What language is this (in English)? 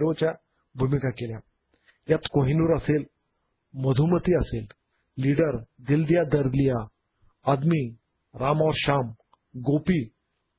Marathi